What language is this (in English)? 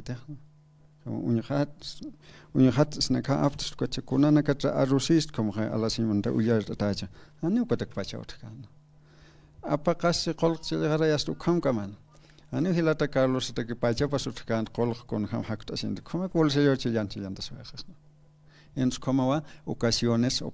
Aymara